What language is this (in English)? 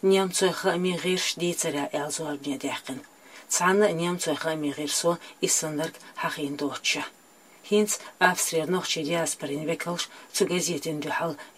Chechen